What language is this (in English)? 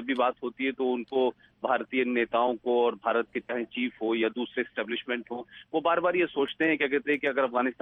Urdu